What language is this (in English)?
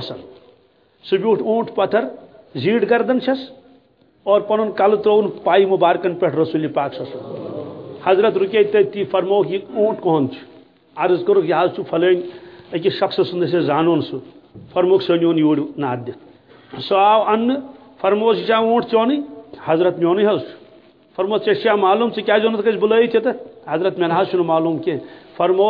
Kashmiri